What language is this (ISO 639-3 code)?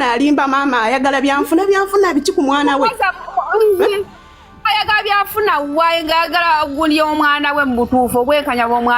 lug